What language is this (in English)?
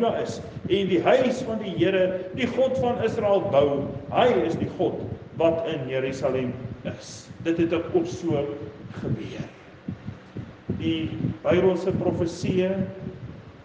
Afrikaans